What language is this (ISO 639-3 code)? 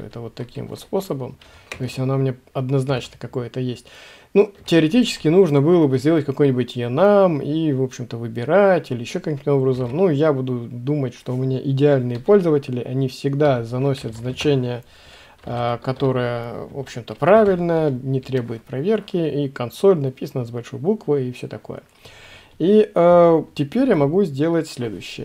rus